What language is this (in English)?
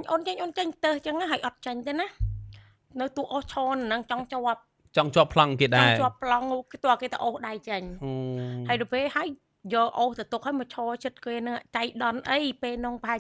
Khmer